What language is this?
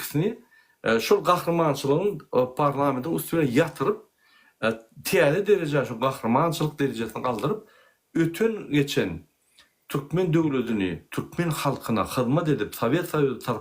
Turkmen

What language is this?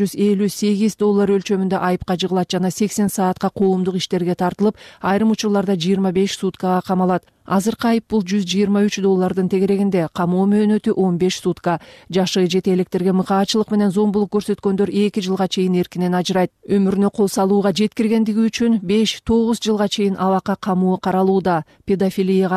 Kyrgyz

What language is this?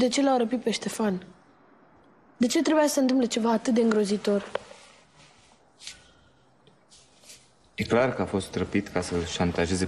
Romanian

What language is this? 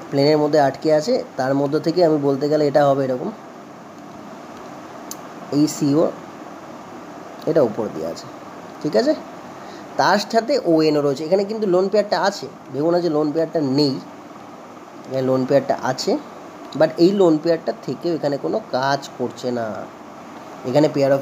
Bangla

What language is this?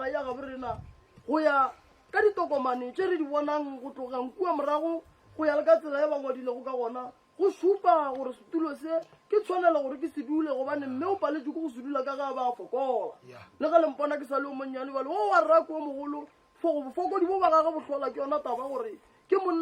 Northern Sotho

